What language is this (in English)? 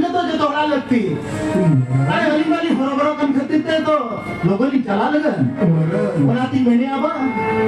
Santali